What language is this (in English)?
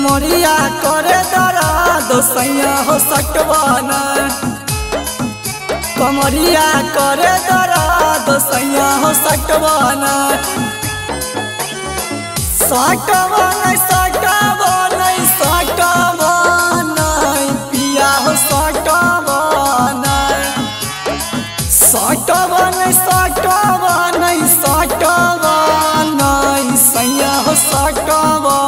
Bhojpuri